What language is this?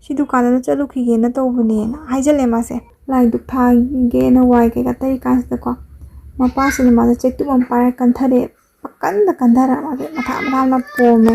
Manipuri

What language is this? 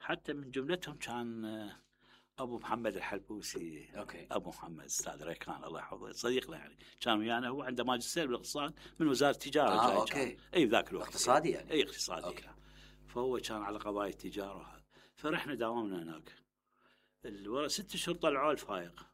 Mesopotamian Arabic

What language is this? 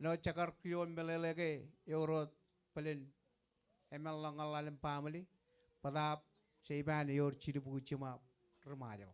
Marshallese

